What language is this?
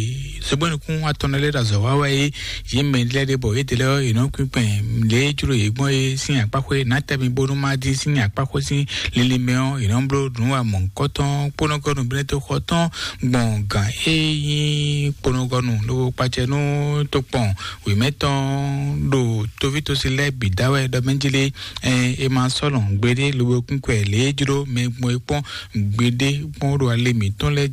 Fon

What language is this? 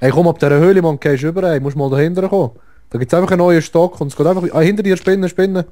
Swiss German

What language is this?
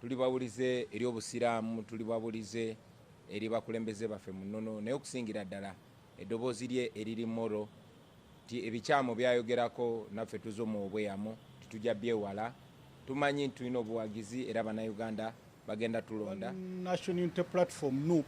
Ganda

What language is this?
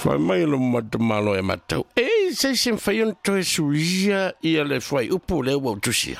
Samoan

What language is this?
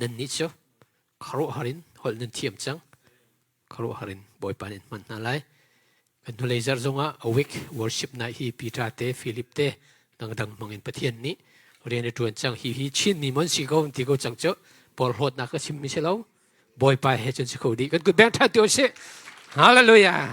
Hakha Chin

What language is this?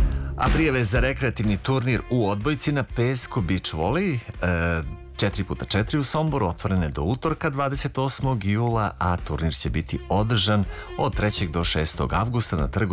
Serbian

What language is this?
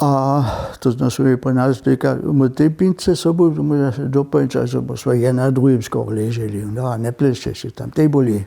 Upper Sorbian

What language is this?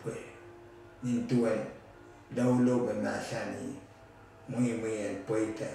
Pohnpeian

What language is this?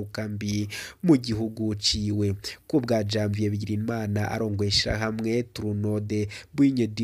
Rundi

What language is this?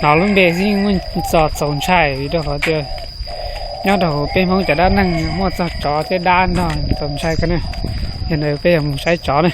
Hmong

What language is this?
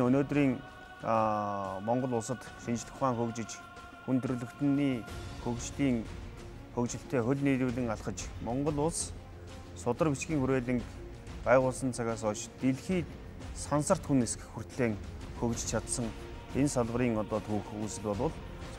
Mongolian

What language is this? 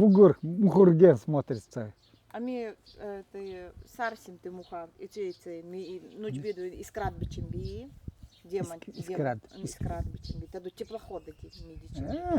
Nanai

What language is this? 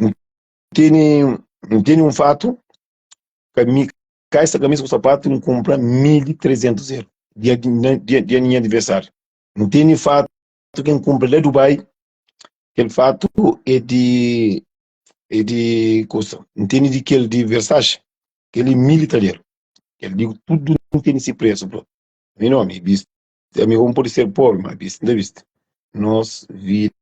Kabuverdianu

